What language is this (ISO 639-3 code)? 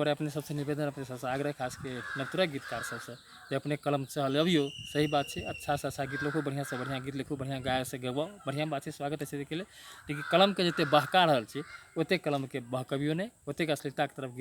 mai